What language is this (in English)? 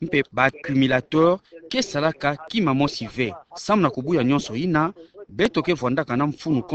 Kituba (Democratic Republic of Congo)